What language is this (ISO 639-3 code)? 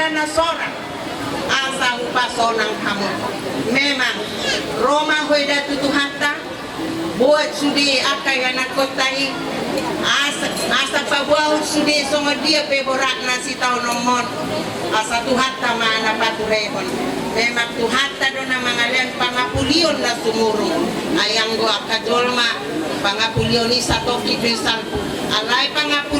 bbc